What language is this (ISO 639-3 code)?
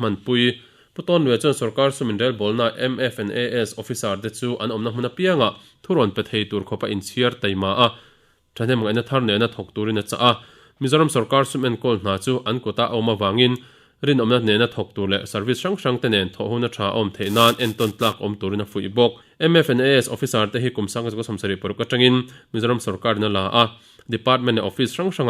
lus